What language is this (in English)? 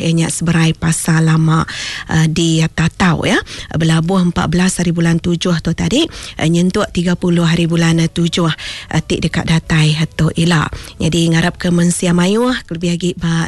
Iban